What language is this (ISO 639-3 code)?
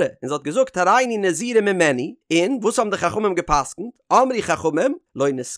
yid